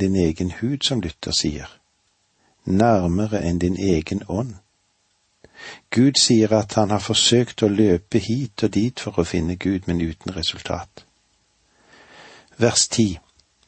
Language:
Norwegian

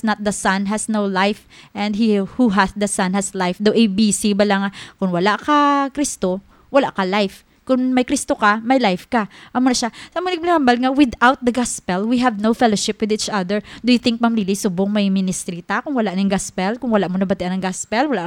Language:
Hiligaynon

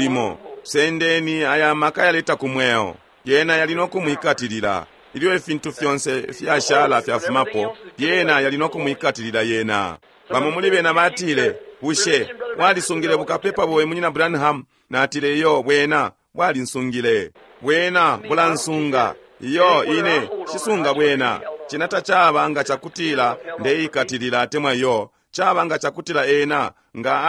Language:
Bemba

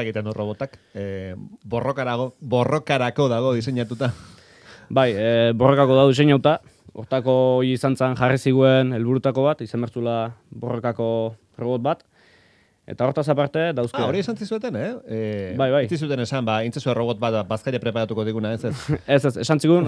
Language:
Basque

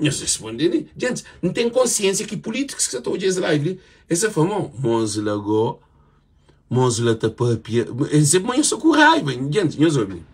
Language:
Kabuverdianu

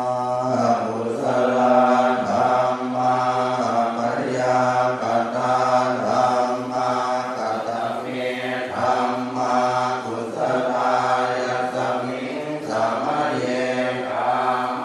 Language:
Pali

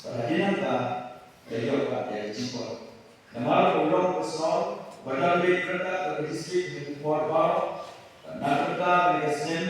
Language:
Khasi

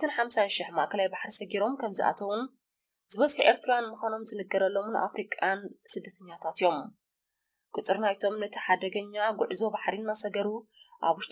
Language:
Tigrinya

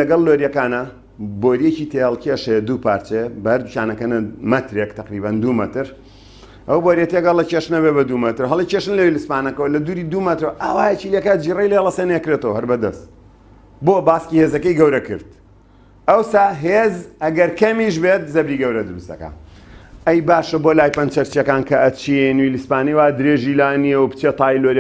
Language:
Central Kurdish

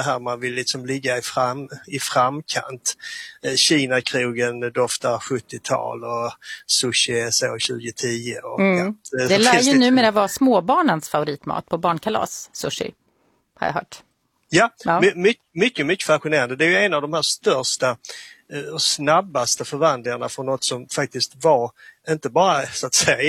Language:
Swedish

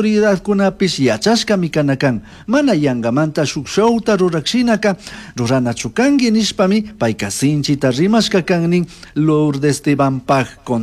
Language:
Chimborazo Highland Quichua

